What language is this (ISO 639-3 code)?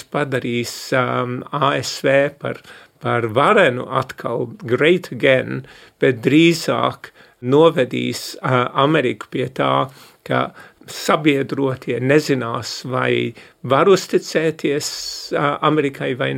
lav